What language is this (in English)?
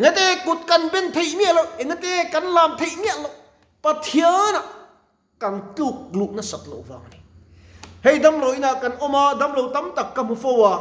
Mizo